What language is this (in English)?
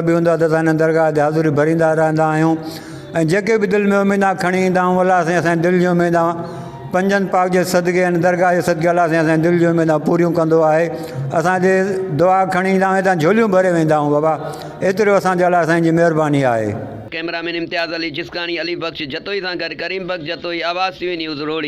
Sindhi